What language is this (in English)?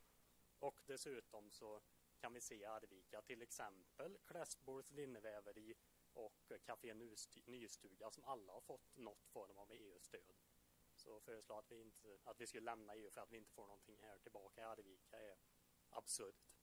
Swedish